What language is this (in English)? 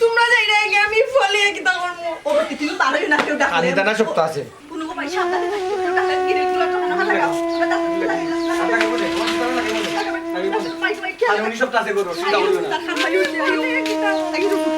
Sylheti